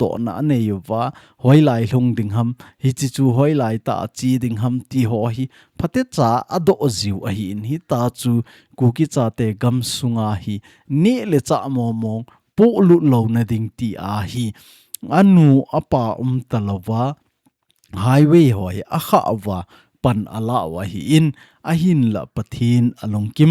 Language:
Thado Chin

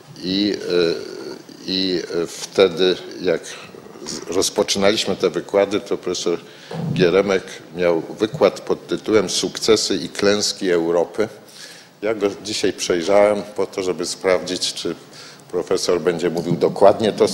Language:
Polish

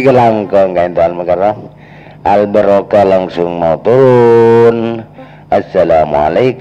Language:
Madurese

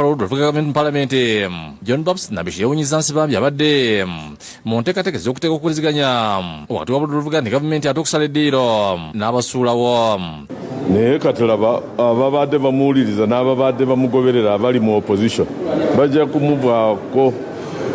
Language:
Ganda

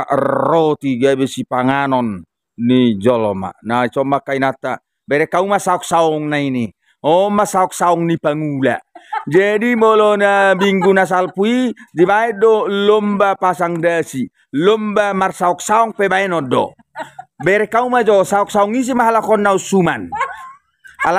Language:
Batak Toba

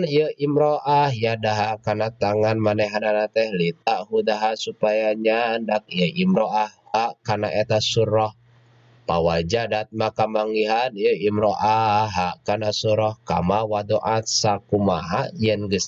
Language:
Sundanese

